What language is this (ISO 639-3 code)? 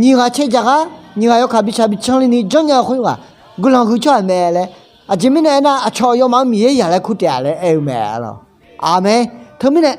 ahk